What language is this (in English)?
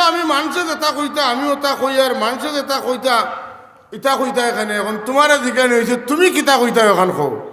Sylheti